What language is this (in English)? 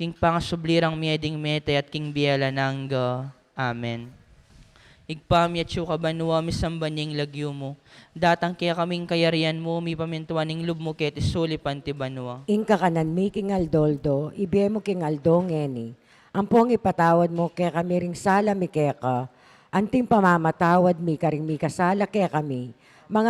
Pampanga